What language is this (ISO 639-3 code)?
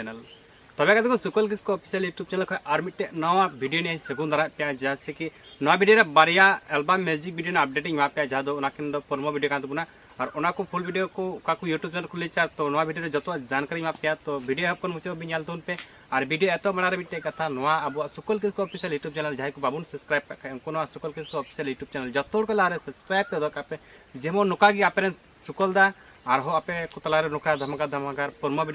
sat